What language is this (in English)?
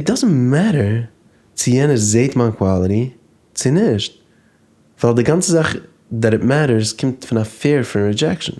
Yiddish